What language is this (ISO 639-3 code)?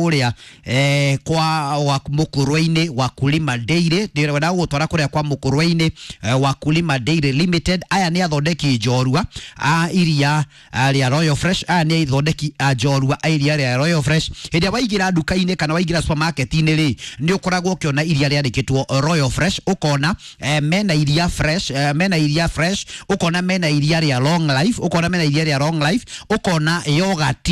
kik